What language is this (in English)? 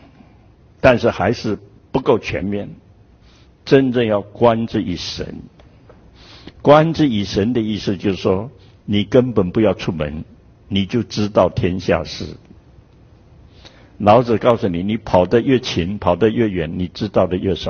Chinese